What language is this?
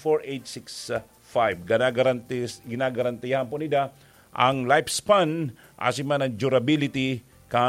Bikol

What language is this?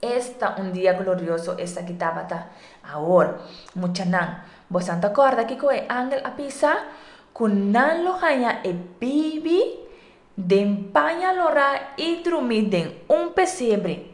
Papiamento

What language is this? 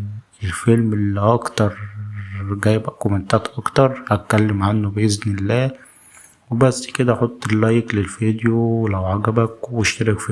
Egyptian Arabic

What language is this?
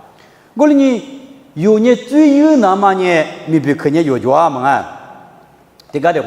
Lisu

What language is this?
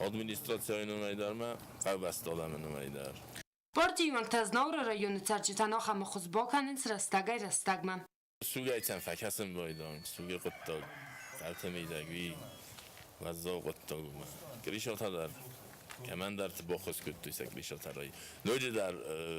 Ossetic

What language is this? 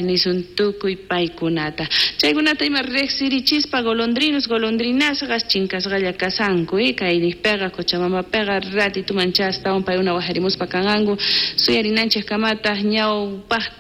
South Bolivian Quechua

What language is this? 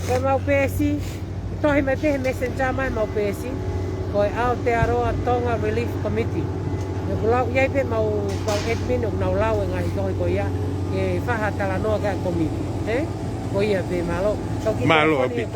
Tongan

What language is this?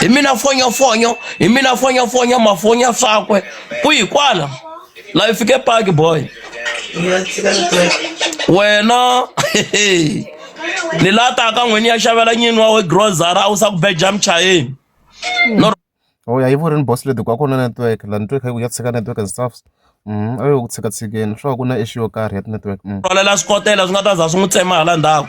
Tsonga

